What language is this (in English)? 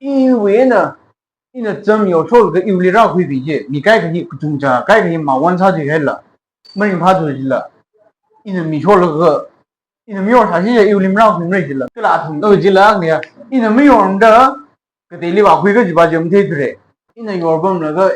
Tangkhul Naga (India)